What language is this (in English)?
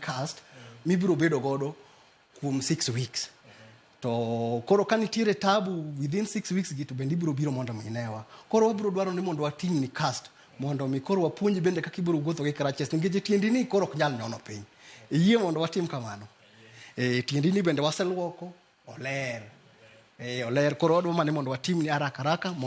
Luo (Kenya and Tanzania)